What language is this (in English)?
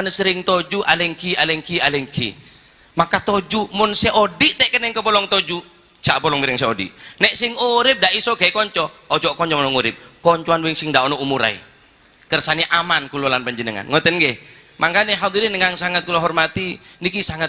Madurese